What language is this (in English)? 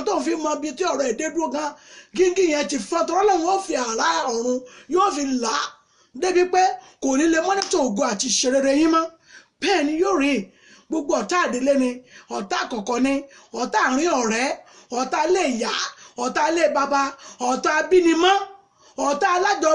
Yoruba